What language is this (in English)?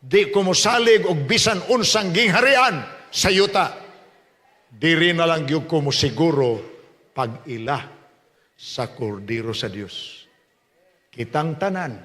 Cebuano